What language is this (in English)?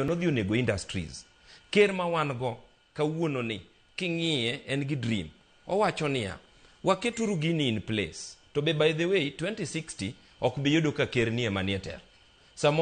Luo (Kenya and Tanzania)